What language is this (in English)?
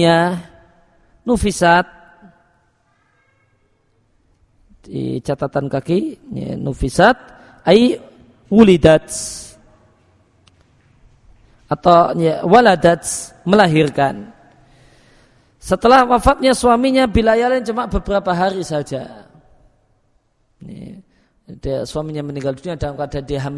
Indonesian